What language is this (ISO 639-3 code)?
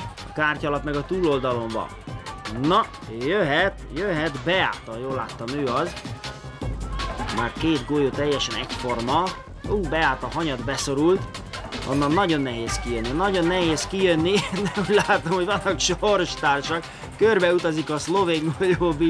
hun